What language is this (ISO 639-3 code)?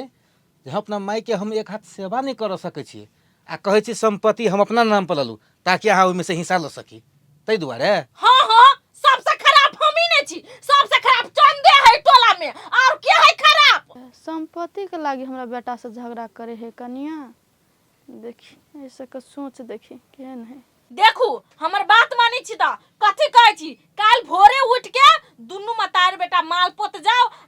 mai